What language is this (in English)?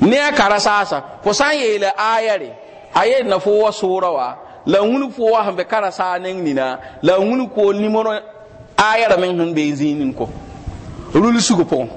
Mossi